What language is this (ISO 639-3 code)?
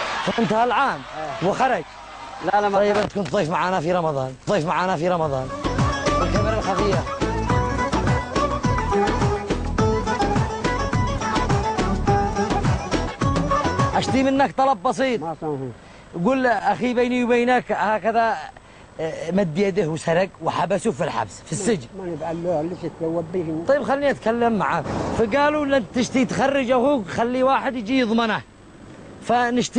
ara